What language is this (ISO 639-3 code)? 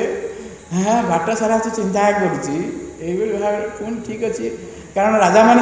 ori